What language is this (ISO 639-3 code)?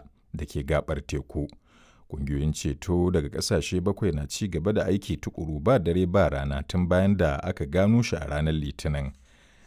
hau